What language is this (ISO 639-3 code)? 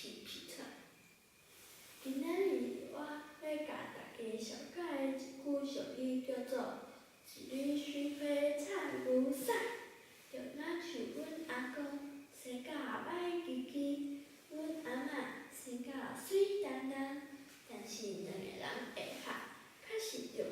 nan